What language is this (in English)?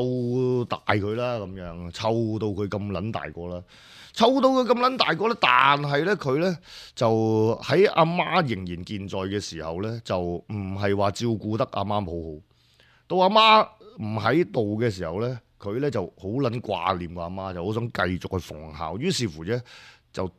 Cantonese